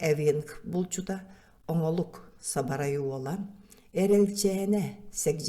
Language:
Yakut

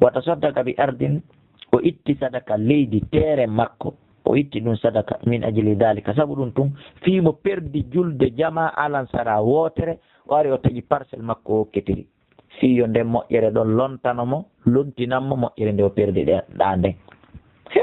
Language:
Fula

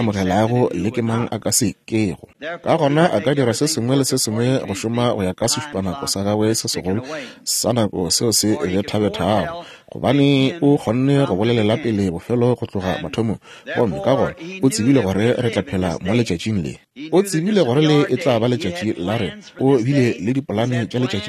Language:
Northern Sotho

